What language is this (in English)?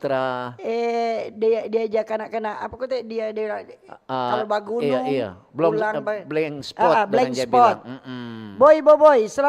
Manado Malay